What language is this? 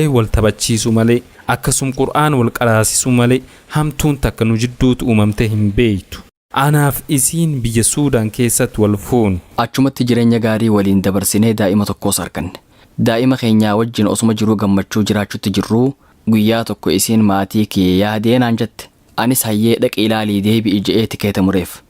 Oromo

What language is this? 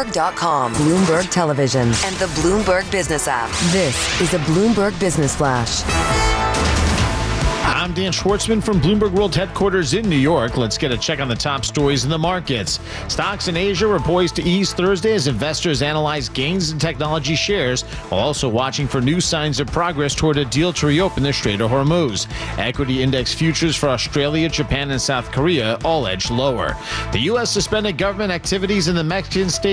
English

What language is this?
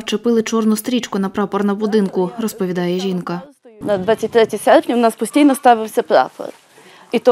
Ukrainian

